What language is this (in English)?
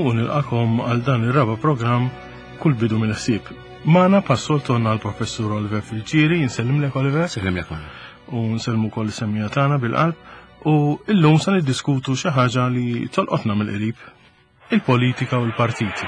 Maltese